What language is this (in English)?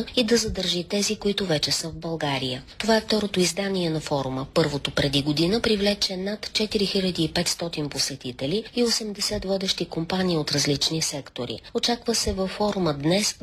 Bulgarian